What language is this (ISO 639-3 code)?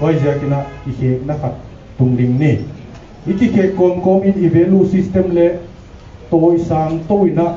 pck